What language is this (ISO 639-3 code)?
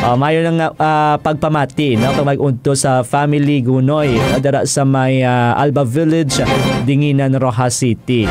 hil